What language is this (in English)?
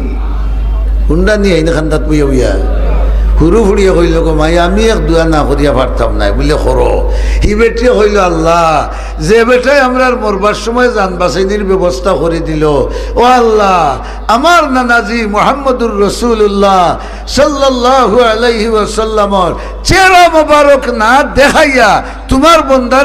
Sylheti